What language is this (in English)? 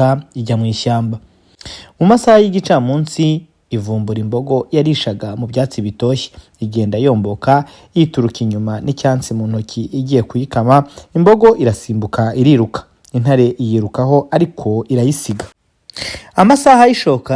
Kinyarwanda